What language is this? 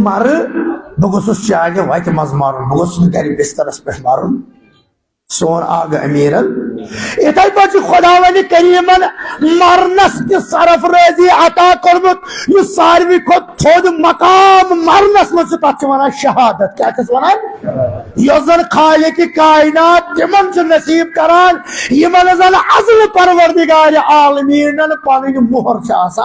Kashmiri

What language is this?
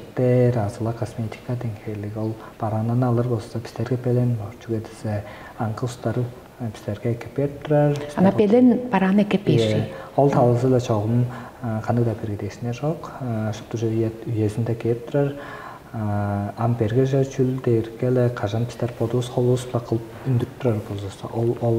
Tuvinian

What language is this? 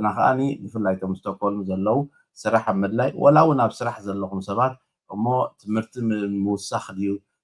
Tigrinya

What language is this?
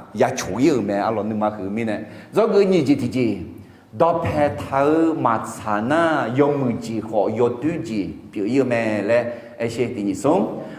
Akha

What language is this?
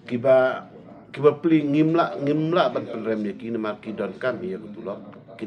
Khasi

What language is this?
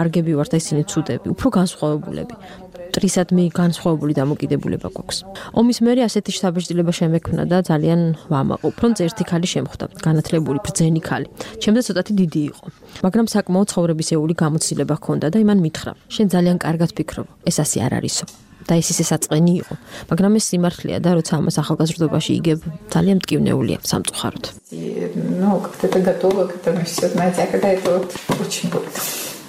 Georgian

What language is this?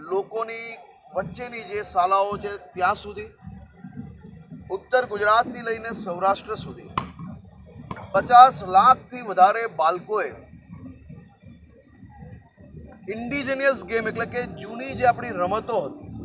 Gujarati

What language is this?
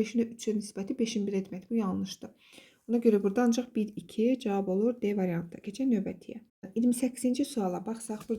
Azerbaijani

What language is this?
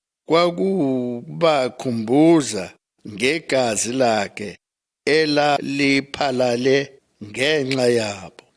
Zulu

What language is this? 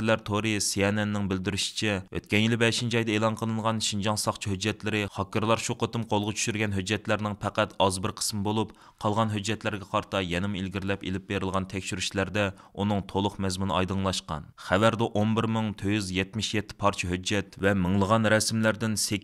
Uyghur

